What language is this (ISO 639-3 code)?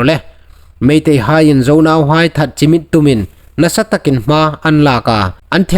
hmr